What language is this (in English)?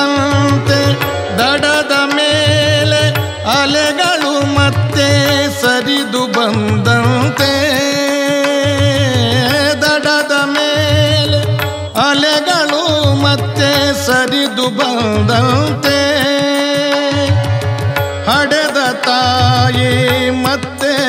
Kannada